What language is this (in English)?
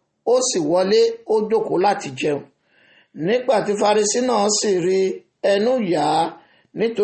Yoruba